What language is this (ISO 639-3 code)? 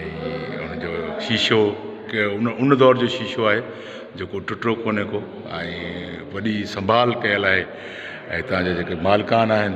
snd